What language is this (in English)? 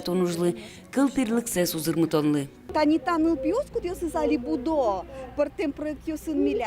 Udmurt